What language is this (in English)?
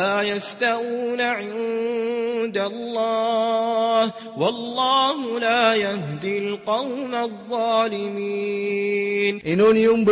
Maranao